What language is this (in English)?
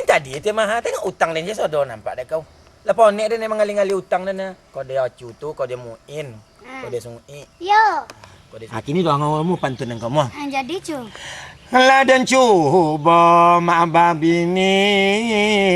Minangkabau